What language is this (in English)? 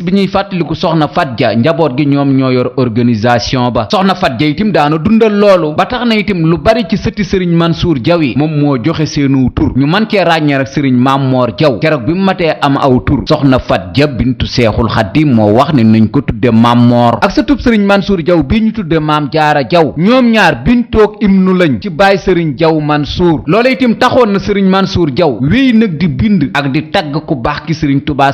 Wolof